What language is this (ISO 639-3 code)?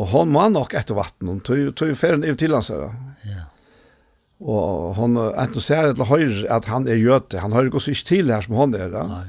fao